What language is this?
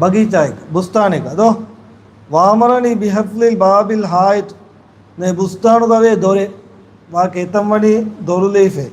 Divehi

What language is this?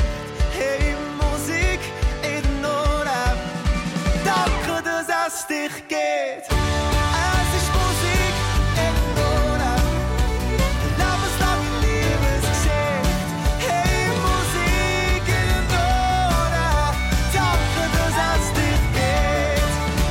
German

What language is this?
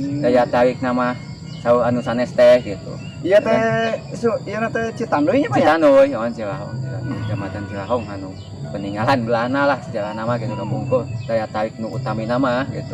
Sundanese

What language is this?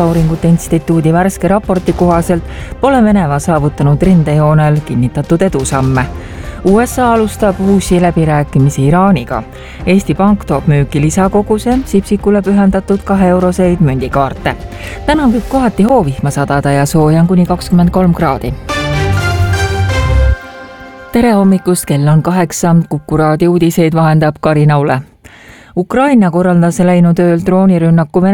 Estonian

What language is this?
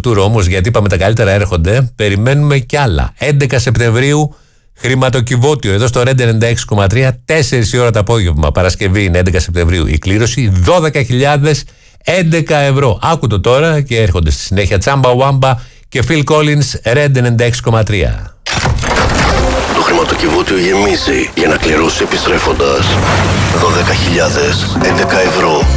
Greek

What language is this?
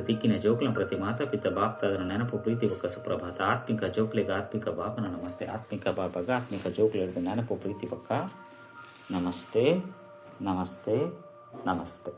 Tulu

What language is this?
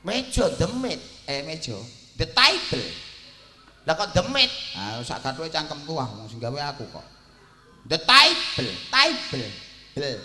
Javanese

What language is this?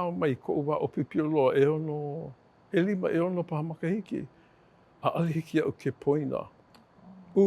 Hawaiian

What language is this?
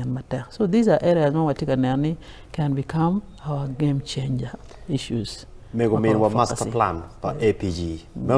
Acoli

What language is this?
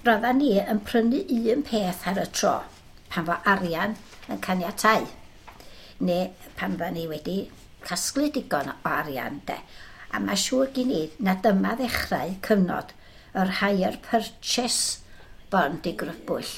Welsh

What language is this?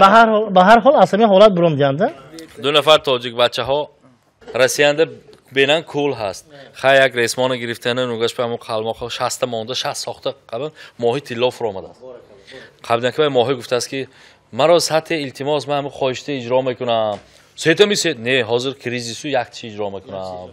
Tajik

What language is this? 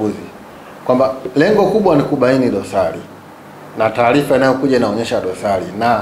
Swahili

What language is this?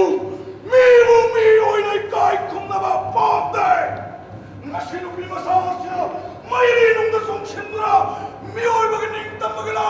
Manipuri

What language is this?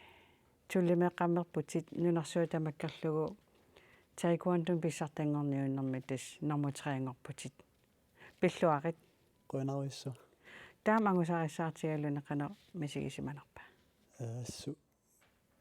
Kalaallisut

